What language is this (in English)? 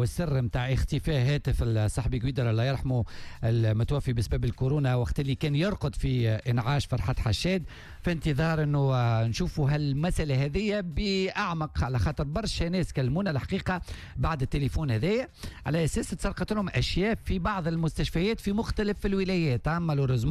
Tunisian Arabic